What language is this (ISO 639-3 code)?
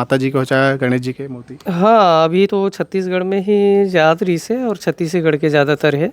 hne